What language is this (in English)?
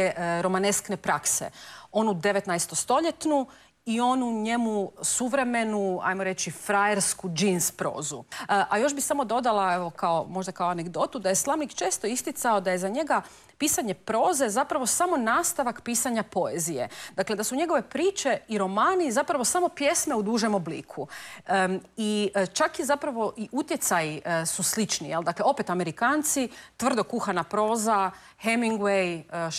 Croatian